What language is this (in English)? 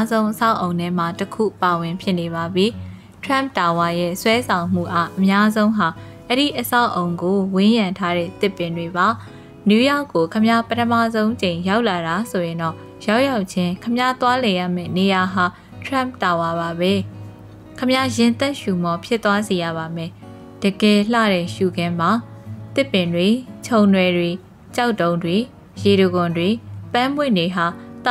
Burmese